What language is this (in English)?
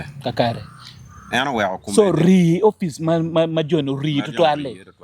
Acoli